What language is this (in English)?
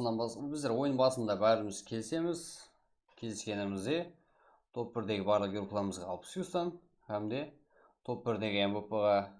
Kara-Kalpak